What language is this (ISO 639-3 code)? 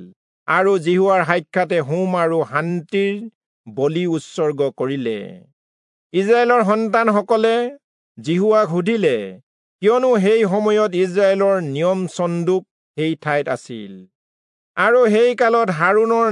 asm